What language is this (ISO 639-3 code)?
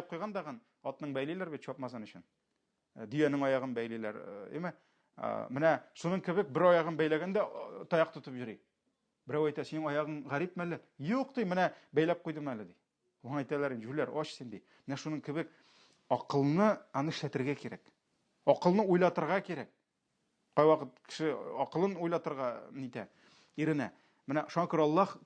tat